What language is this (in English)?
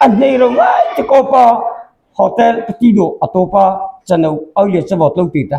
Mara Chin